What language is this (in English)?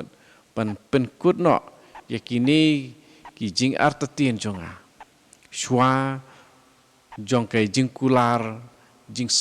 Khasi